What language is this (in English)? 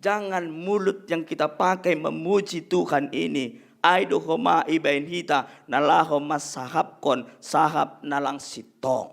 Batak Simalungun